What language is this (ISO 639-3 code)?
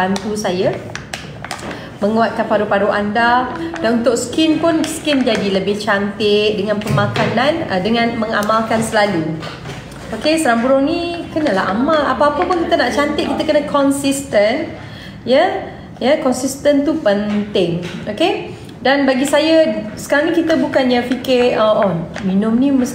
msa